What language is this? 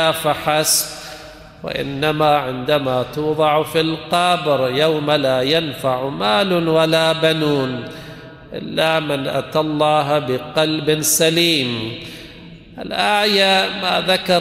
Arabic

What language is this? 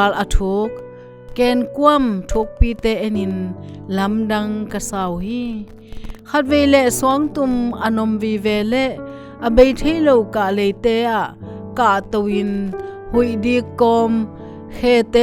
Tedim Chin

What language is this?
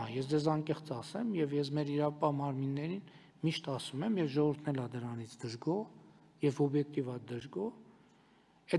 Armenian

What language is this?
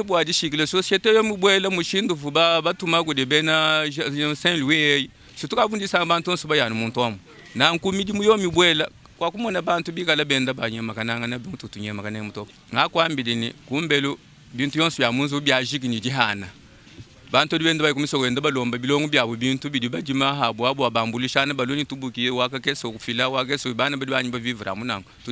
Luba-Lulua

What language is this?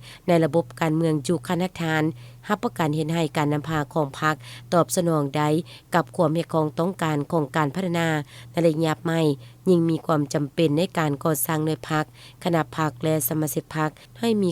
Lao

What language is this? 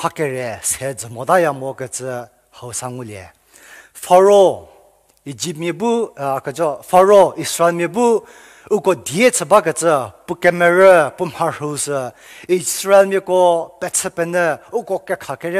Angami Naga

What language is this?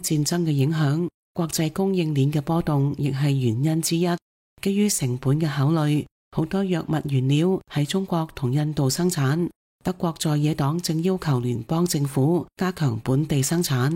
Cantonese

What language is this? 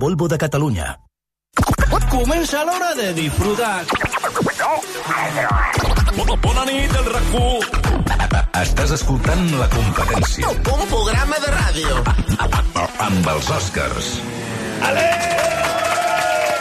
Catalan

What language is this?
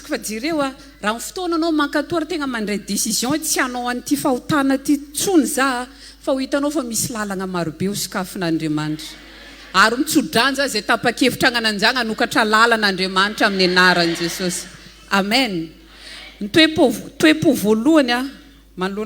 Malagasy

